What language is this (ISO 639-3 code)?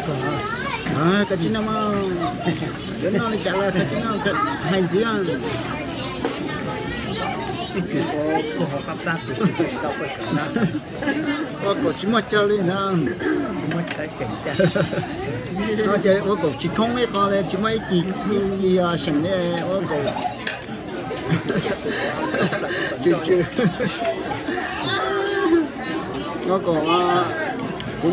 vie